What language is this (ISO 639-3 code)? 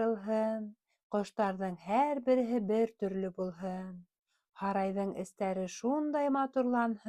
bak